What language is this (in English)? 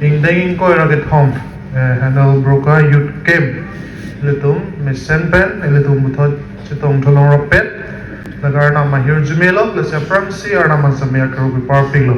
Karbi